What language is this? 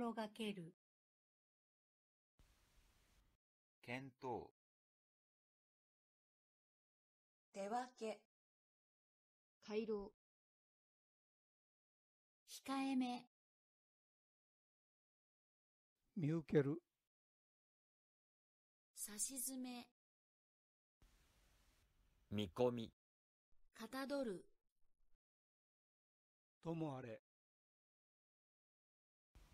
Japanese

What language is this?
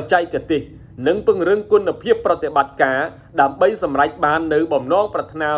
Khmer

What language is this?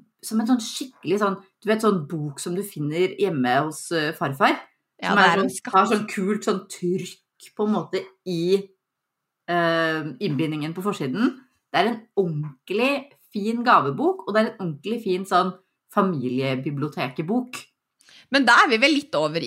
Norwegian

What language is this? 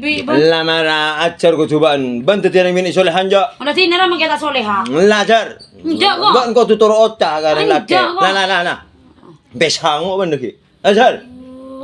Madurese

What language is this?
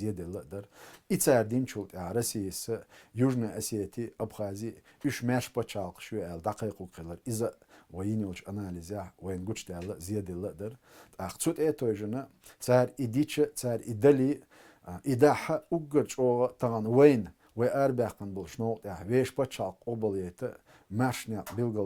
Chechen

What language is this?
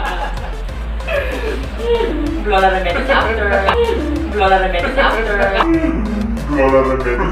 Filipino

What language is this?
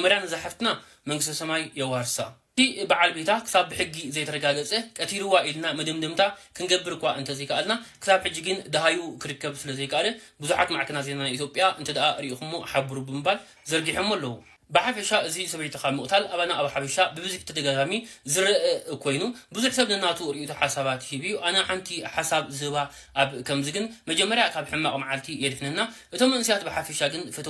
Tigrinya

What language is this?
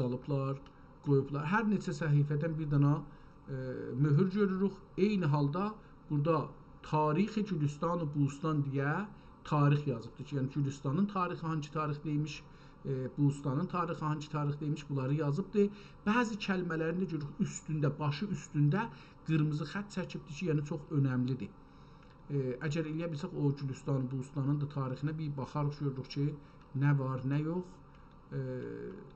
South Azerbaijani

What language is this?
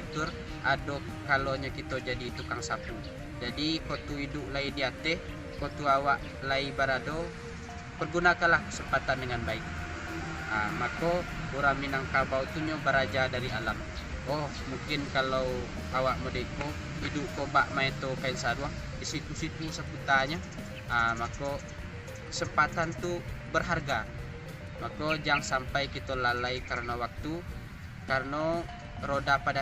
Minangkabau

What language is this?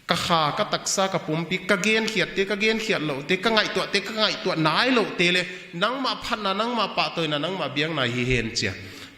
Paite Chin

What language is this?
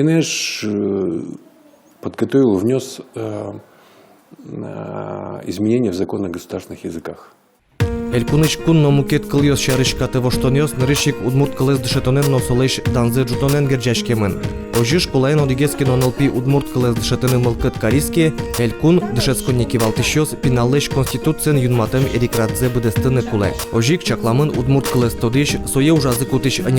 Udmurt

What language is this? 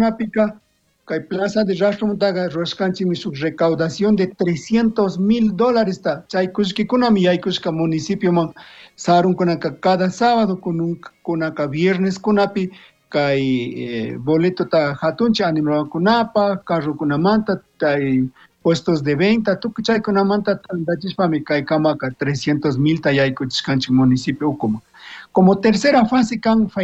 Chimborazo Highland Quichua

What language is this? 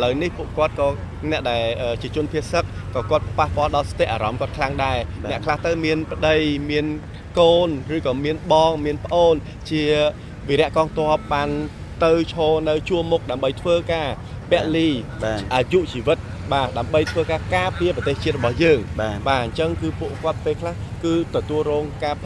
Khmer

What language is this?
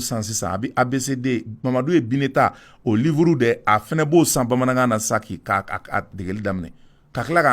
Bambara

